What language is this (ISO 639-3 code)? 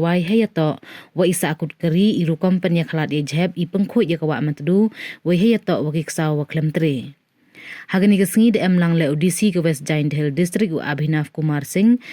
pbv